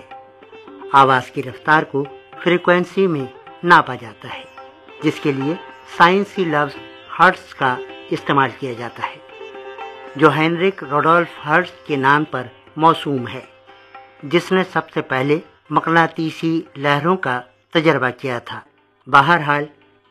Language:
Urdu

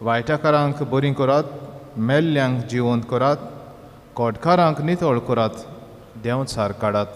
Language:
Konkani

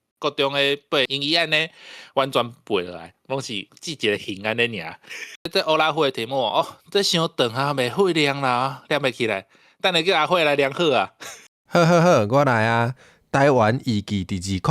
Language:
Min Nan Chinese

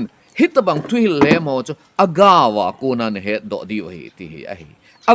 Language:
Thado Chin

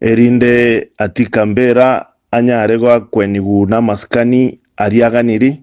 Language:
Gusii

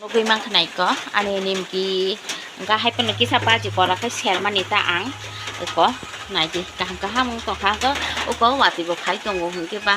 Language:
Kok Borok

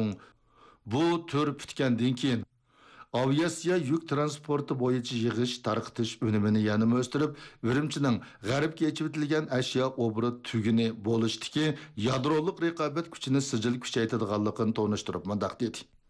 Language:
Uyghur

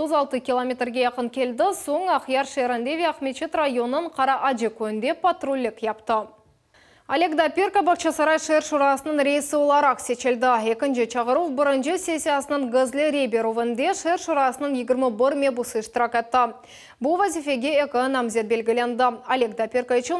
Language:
Crimean Tatar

